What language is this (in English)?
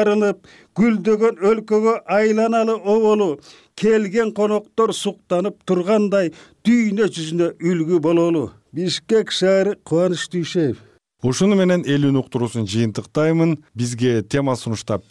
Kyrgyz